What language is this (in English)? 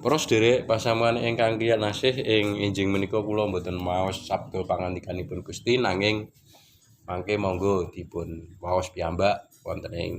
Javanese